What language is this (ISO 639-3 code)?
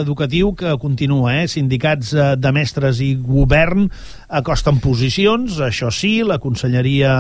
cat